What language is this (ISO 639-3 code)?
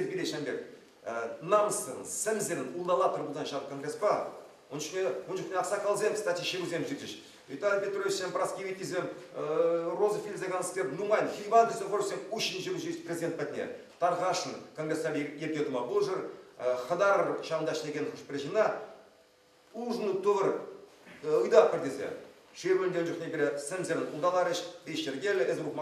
chv